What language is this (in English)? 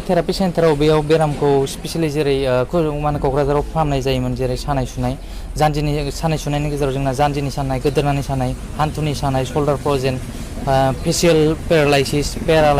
Bodo